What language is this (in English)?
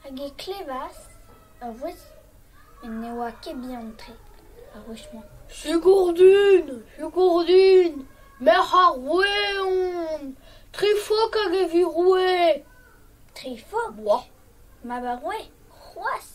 Breton